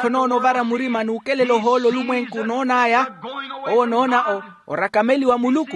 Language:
Makhuwa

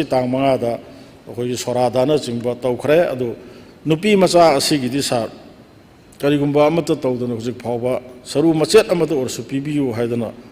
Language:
Manipuri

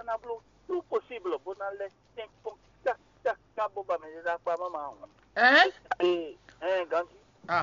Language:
Fon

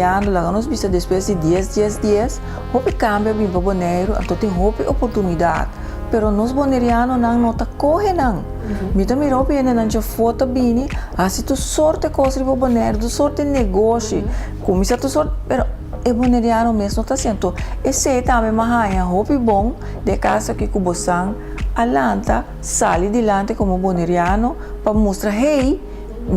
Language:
Papiamento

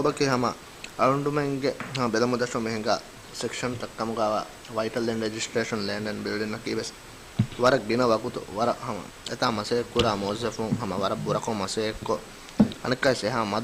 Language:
Divehi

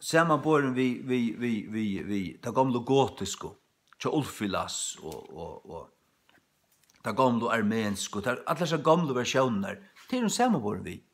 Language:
Faroese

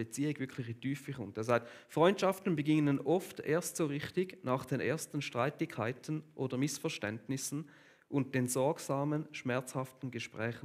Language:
Swiss German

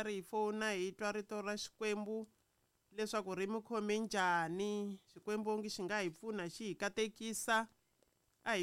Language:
Tsonga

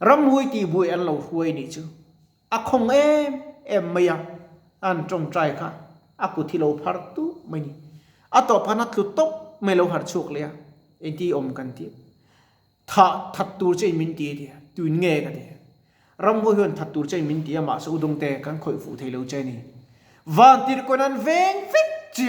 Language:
Mizo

